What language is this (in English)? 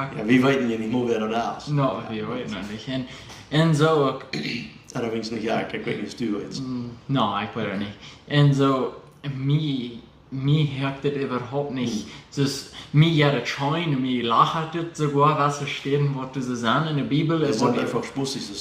Plautdietsch